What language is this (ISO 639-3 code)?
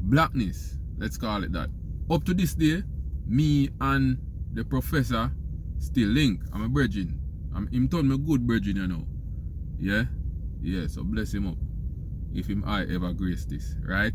jam